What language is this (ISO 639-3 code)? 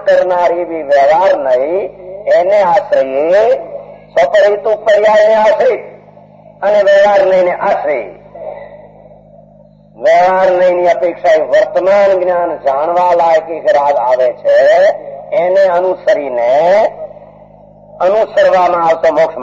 guj